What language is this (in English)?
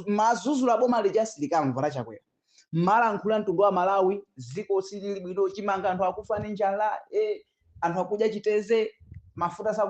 Nyanja